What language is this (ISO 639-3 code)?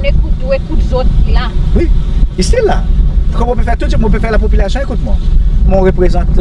crs